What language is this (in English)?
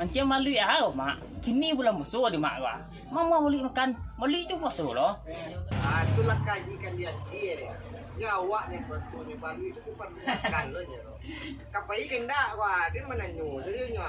Minangkabau